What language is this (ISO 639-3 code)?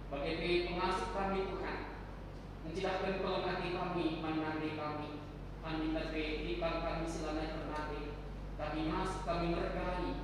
btx